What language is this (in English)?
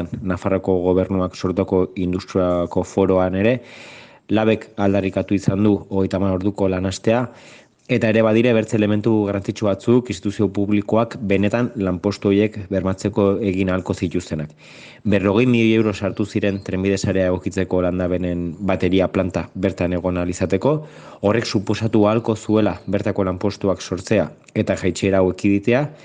Basque